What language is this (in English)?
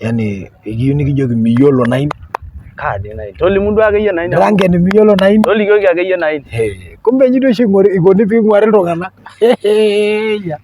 Masai